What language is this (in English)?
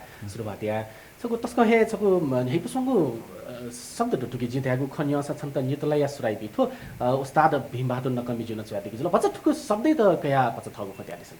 Newari